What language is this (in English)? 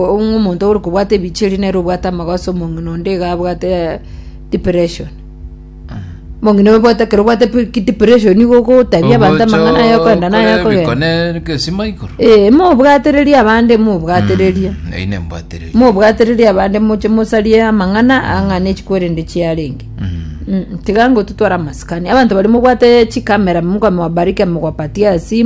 Gusii